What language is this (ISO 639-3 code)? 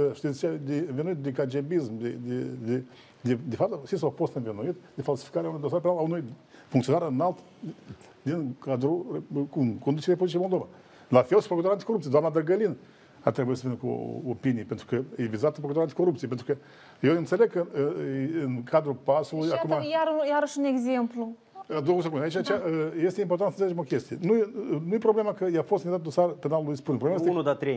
ron